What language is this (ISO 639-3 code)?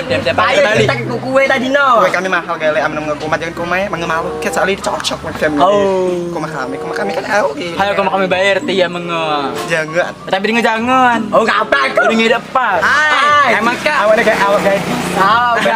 mui